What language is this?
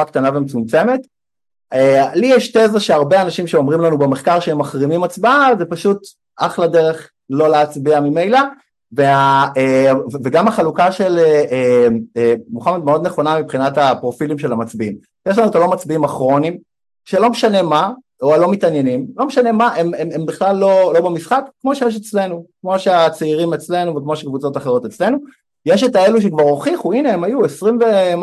Hebrew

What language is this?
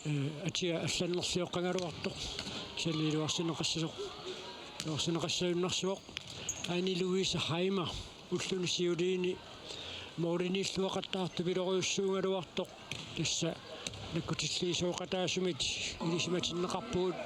Kalaallisut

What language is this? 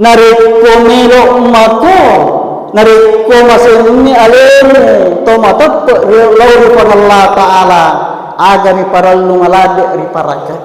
Buginese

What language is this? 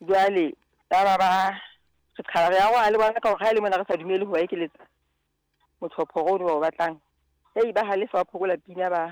Southern Sotho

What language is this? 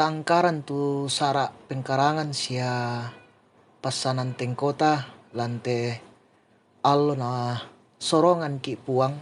Toraja-Sa'dan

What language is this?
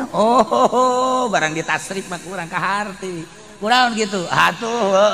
Sundanese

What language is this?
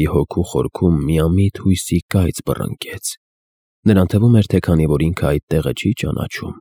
Armenian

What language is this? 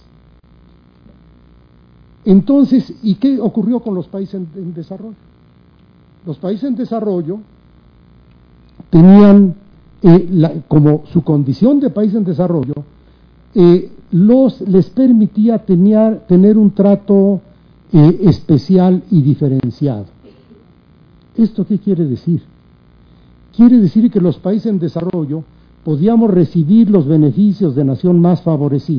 Spanish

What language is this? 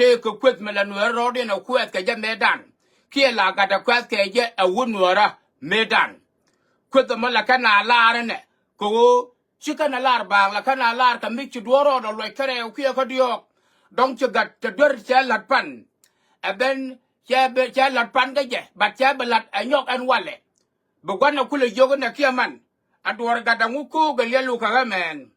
Nuer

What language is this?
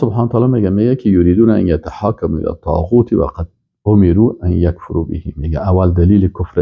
Persian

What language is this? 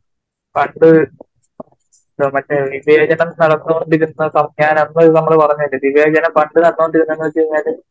Malayalam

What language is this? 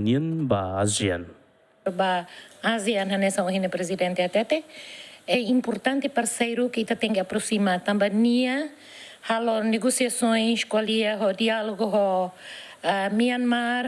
Tetum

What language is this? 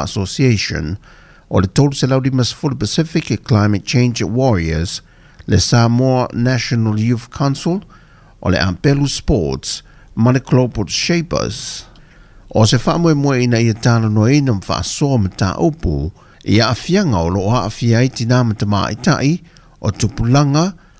Samoan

